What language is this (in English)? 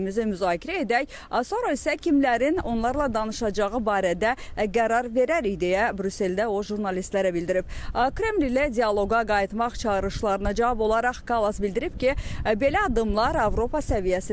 Azerbaijani